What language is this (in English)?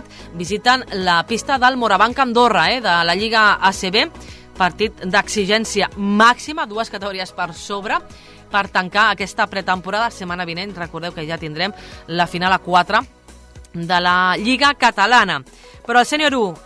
Catalan